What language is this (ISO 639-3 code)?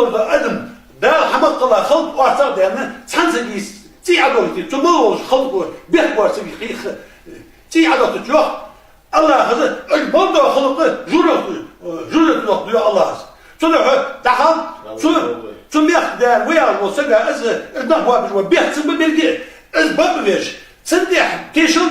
inh